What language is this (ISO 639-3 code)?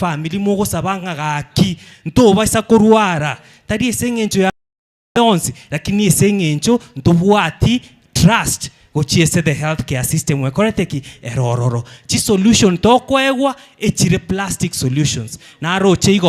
guz